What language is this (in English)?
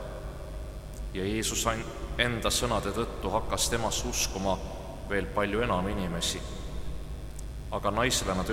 Estonian